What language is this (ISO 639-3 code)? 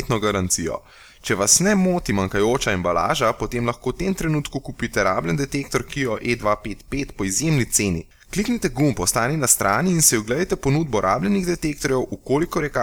slv